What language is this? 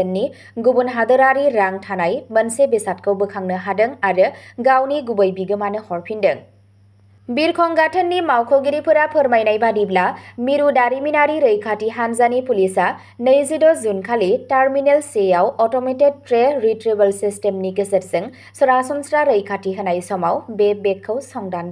Bodo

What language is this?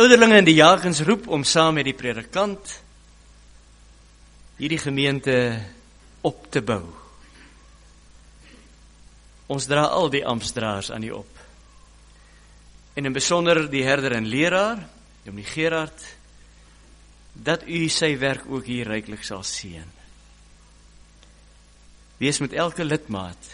Afrikaans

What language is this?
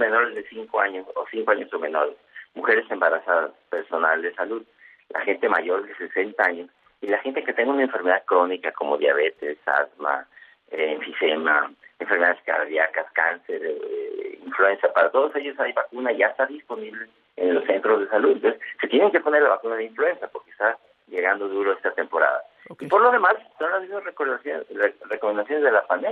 Spanish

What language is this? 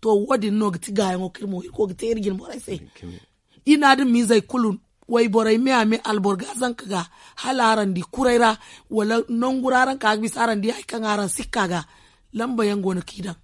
Zarma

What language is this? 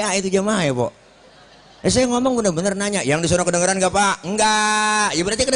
Betawi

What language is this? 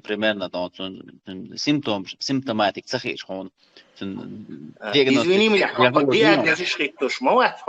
Chechen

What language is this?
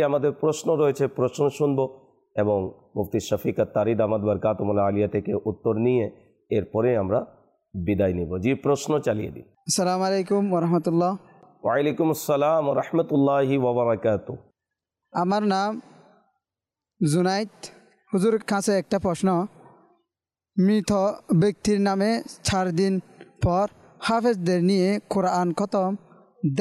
Bangla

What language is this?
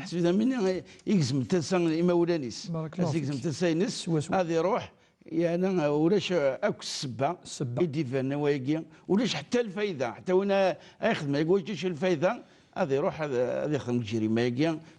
Kabyle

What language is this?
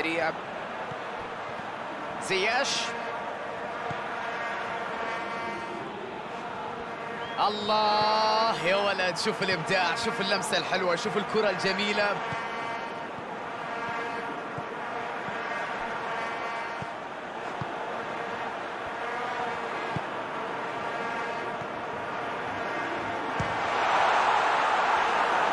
Arabic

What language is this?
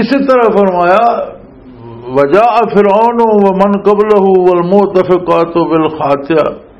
Western Panjabi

